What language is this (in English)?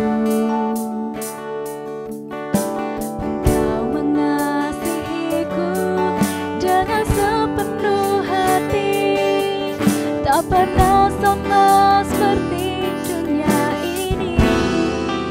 Indonesian